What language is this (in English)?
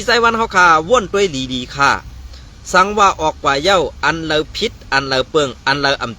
Shan